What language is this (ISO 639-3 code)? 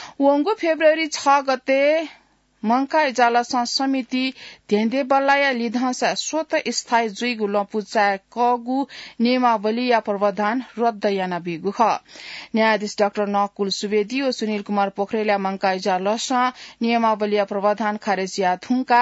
new